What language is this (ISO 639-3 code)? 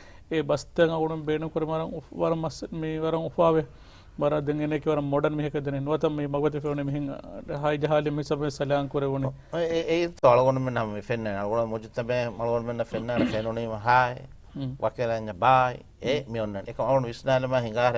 div